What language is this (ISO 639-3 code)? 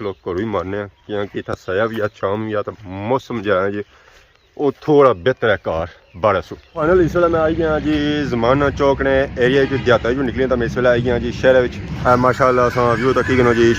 phr